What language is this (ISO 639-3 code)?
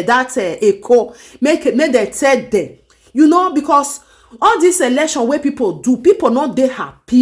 pcm